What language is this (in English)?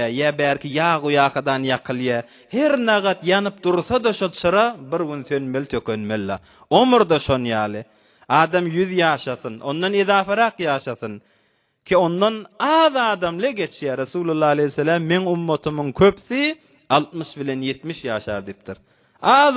Turkmen